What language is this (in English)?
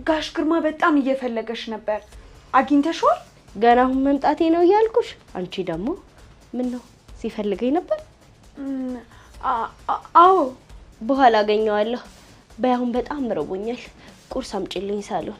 Amharic